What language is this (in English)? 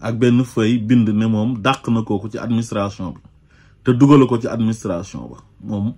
Wolof